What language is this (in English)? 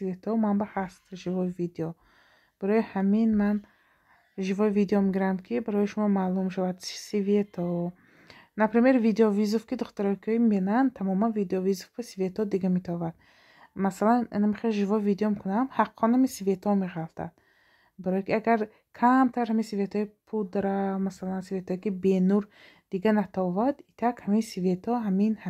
Tajik